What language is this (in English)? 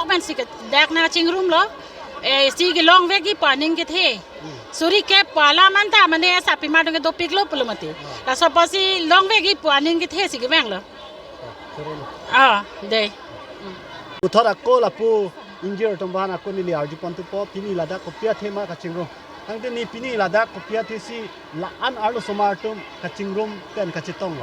Karbi